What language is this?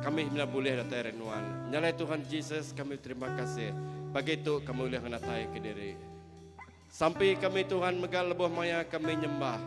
Iban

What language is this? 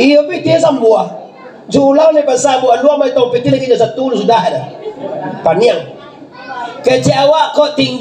Minangkabau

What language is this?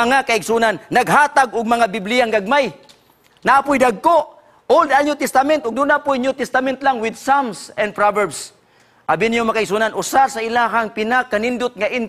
Cebuano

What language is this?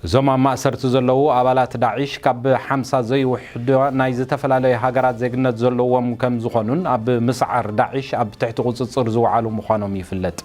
Tigrinya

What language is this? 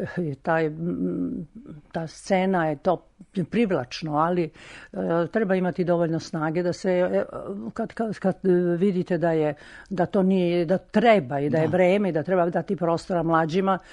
Serbian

